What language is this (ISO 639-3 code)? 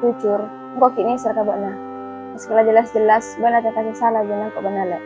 mad